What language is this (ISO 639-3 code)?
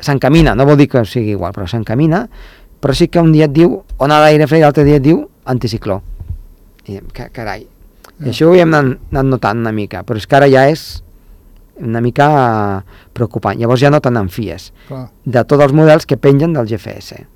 cat